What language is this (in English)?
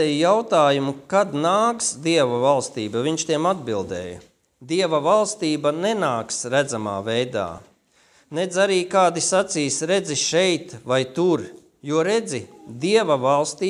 Latvian